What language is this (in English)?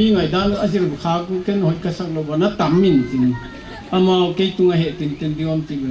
Paite Chin